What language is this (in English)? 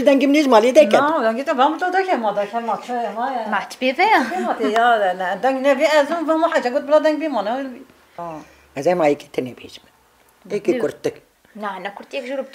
Kurdish